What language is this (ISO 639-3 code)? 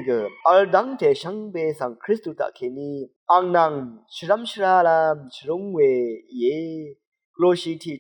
raw